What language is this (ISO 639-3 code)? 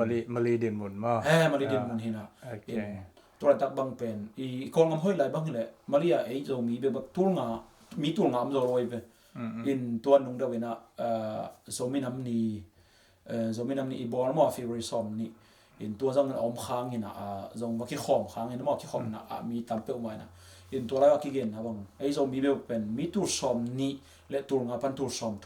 ctd